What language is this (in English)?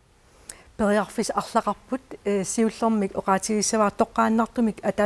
Kalaallisut